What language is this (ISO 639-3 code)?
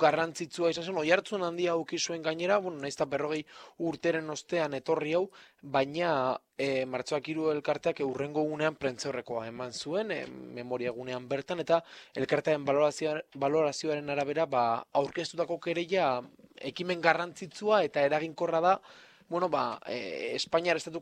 eus